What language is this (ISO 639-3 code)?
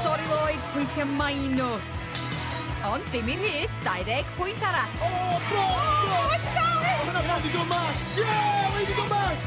cym